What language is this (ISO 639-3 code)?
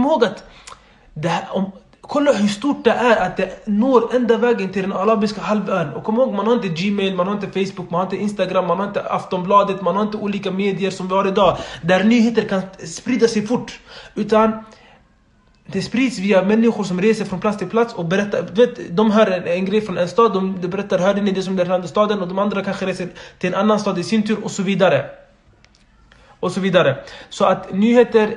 swe